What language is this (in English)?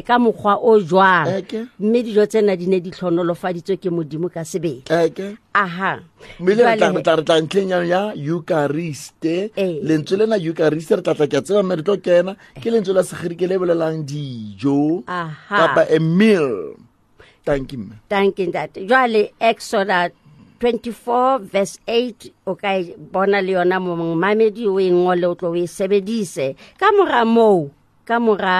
Southern Sotho